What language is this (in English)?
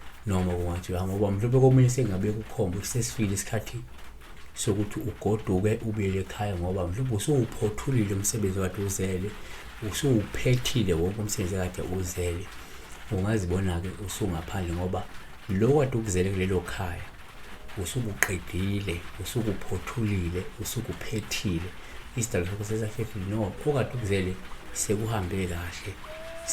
Zulu